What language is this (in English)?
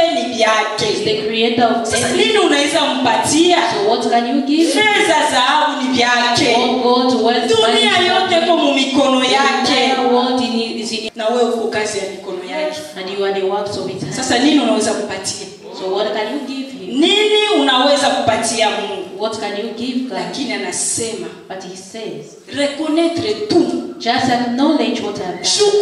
Swahili